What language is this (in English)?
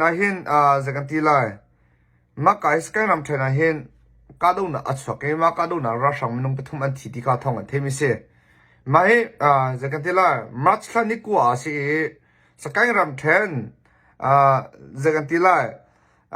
Hakha Chin